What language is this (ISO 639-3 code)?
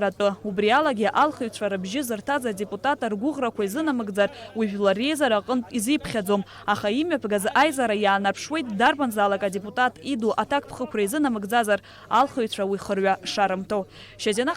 abk